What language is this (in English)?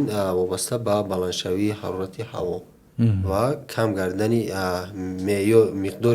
Tajik